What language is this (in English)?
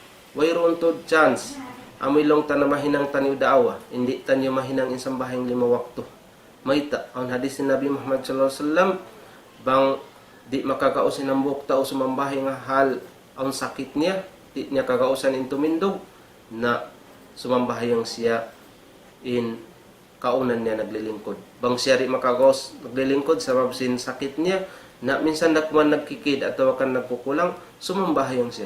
Tausug